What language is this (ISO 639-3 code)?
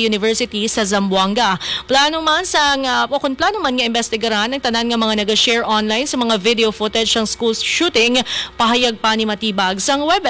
hil